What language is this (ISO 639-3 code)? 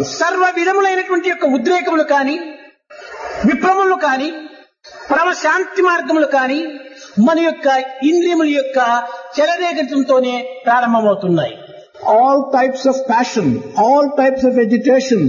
tel